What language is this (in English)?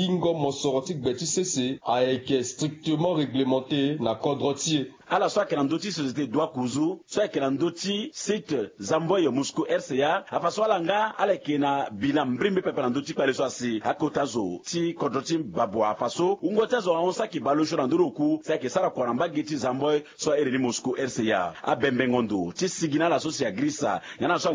Sango